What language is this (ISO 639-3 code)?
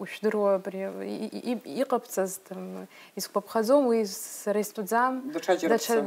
abk